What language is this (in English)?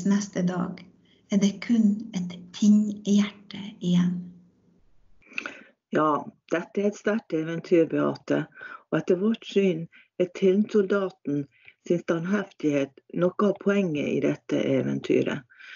Norwegian